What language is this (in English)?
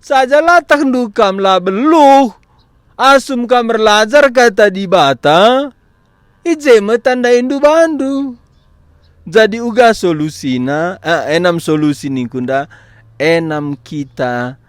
Batak Karo